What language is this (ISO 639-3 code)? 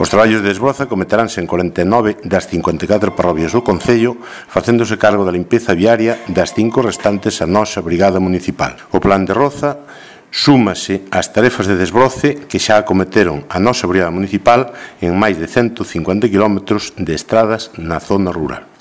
glg